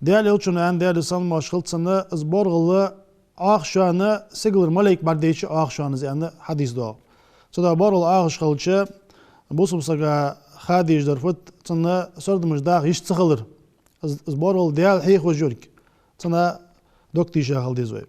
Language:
Ingush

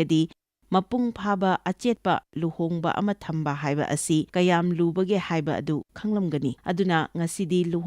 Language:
Manipuri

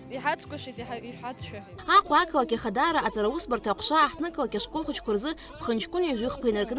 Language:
Abkhazian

